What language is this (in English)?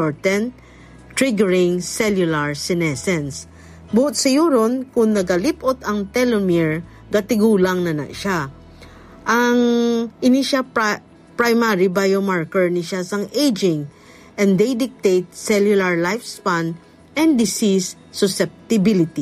Hiligaynon